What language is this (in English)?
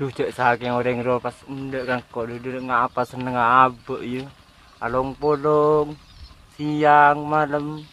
Madurese